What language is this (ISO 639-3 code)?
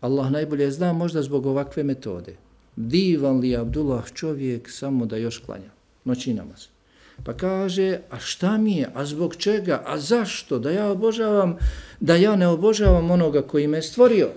bos